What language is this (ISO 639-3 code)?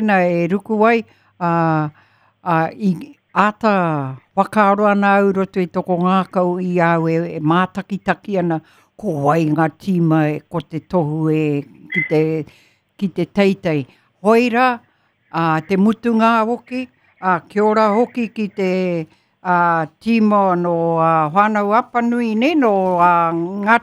mri